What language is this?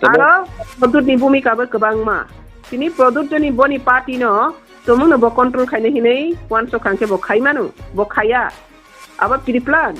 Riang (India)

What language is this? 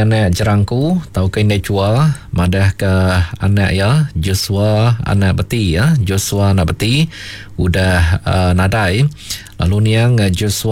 Iban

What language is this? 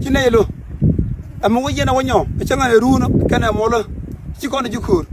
Nuer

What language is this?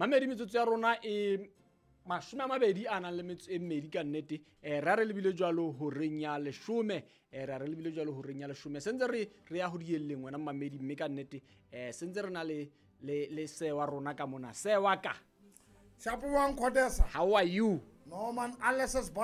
Southern Sotho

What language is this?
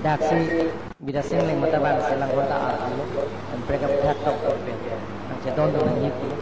Karbi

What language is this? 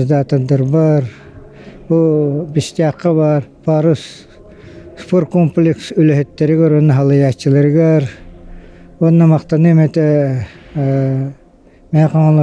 Yakut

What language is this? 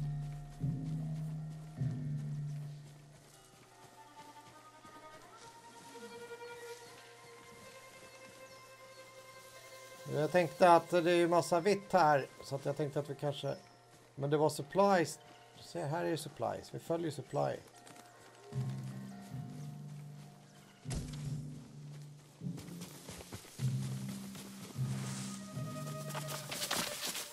Swedish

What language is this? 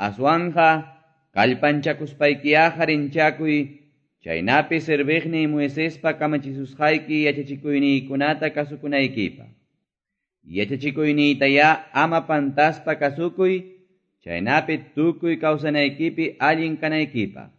Quechua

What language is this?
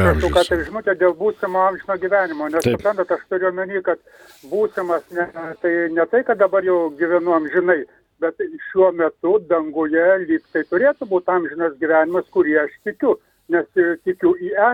Lithuanian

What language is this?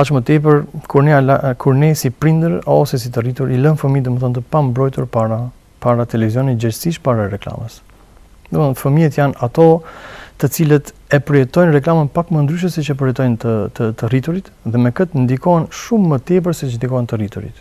Albanian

